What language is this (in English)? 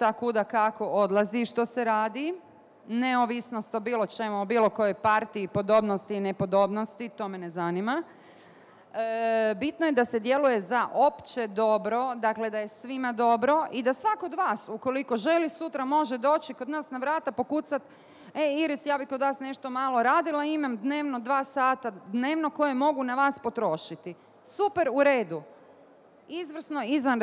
Bosnian